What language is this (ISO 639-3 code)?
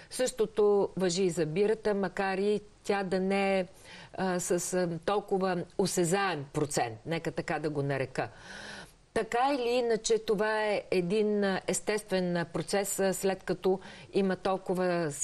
bul